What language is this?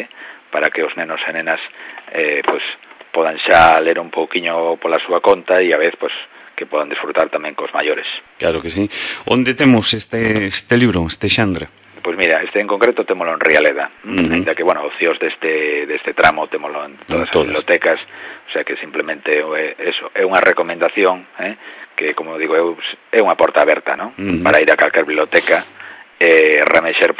Galician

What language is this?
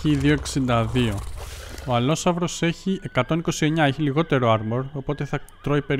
Greek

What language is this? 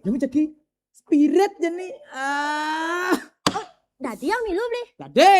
Balinese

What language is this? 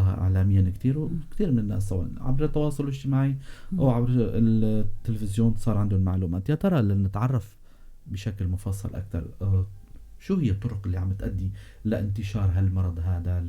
North Levantine Arabic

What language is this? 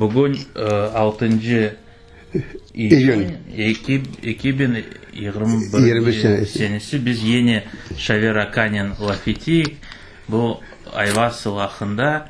Crimean Tatar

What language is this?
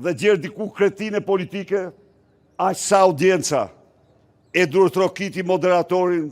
Albanian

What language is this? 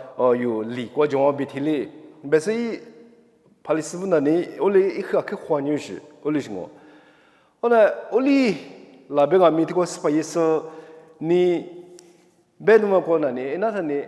Lisu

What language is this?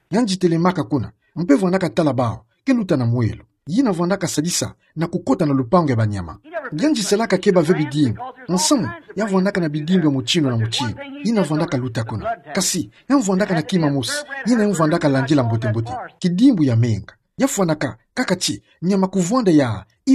Kituba (Democratic Republic of Congo)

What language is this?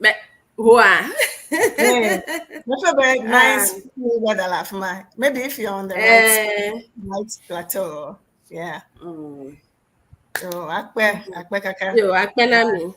Ewe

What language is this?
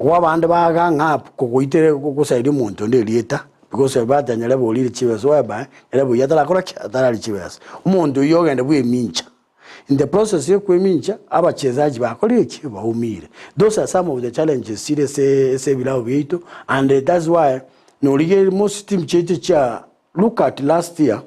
Gusii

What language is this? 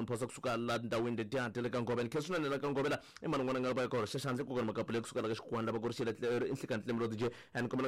Tsonga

